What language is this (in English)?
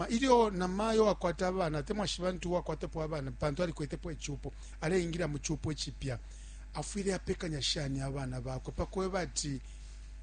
Bemba